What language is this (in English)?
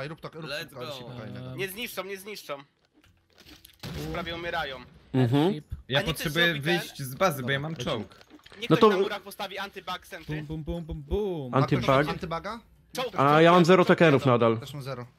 Polish